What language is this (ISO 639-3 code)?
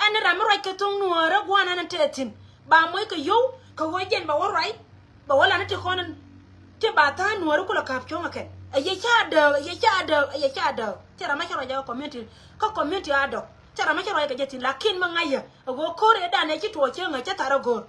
nus